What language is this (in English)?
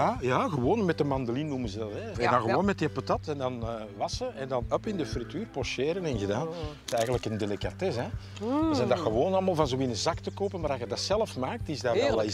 Dutch